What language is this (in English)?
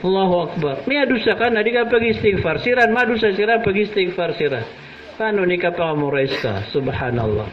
Maranao